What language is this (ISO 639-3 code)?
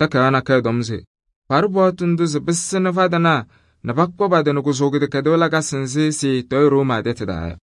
kbp